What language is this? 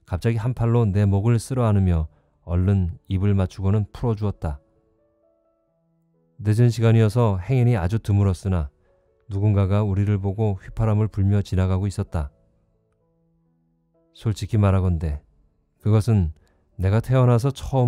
Korean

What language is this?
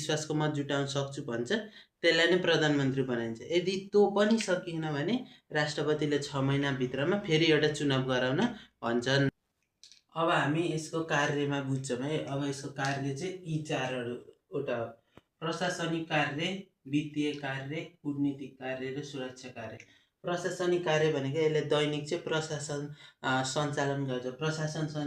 Nepali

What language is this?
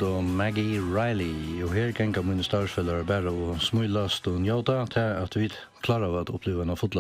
Faroese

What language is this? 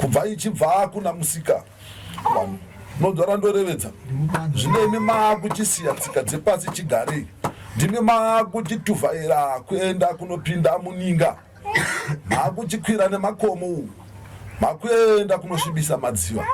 Shona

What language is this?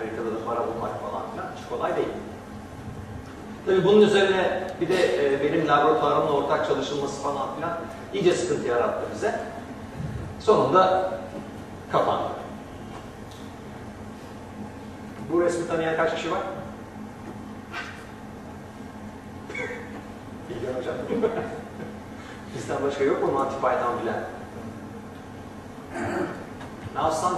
Turkish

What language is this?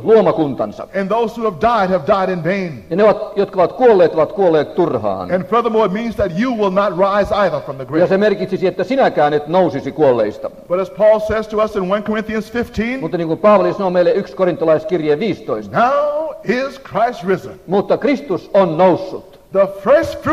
Finnish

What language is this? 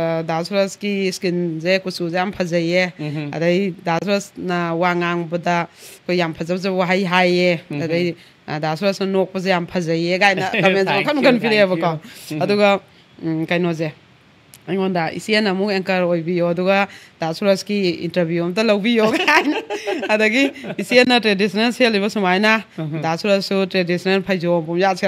Manipuri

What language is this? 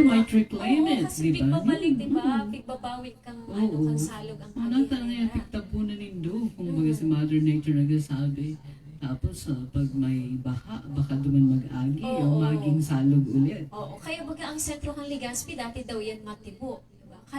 Bikol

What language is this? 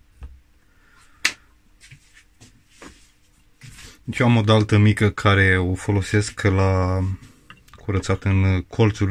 Romanian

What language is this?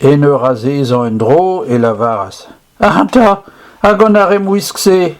Breton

